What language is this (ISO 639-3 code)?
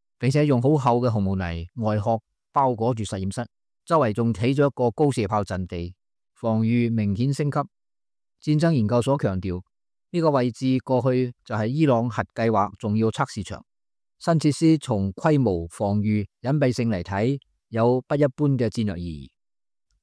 yue